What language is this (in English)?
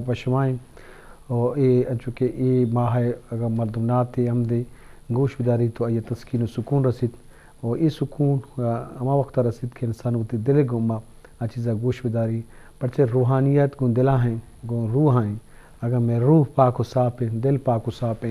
Eastern Balochi